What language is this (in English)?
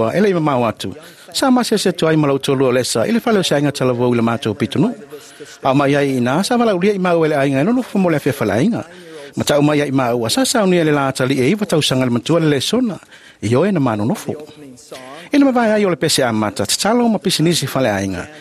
Samoan